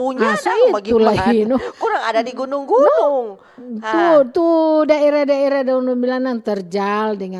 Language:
Manado Malay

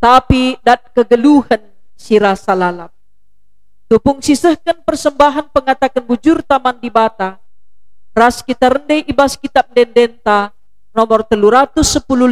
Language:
Batak Karo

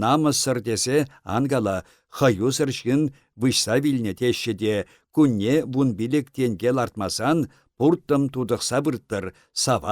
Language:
Chuvash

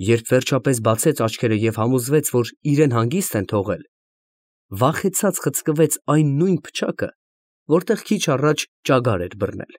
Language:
Armenian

